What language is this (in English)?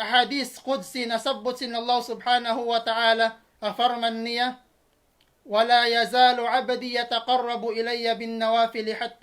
Tausug